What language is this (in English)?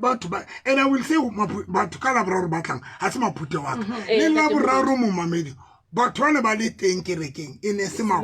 Southern Sotho